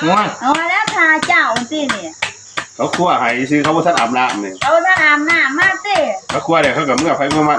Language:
Lao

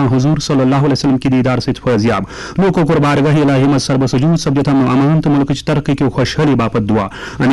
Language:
Kashmiri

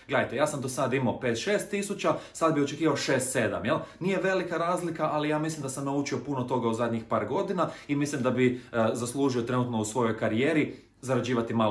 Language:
Croatian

